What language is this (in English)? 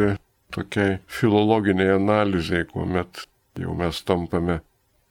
Lithuanian